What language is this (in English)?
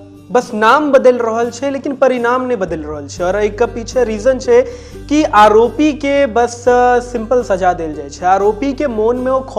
Maithili